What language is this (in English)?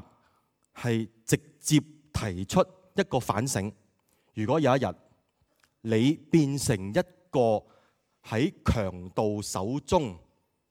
Cantonese